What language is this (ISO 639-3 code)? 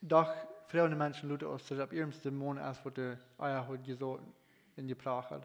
pdt